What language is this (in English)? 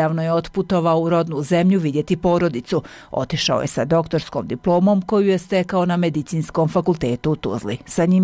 Bosnian